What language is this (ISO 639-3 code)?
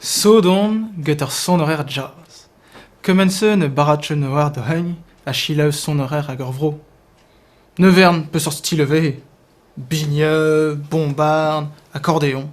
bre